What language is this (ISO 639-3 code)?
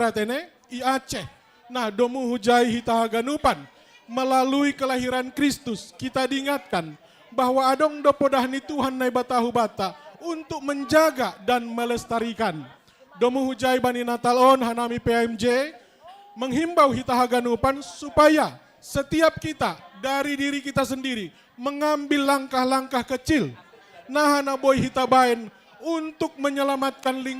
bts